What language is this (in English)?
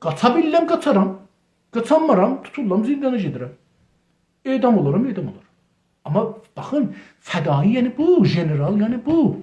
South Azerbaijani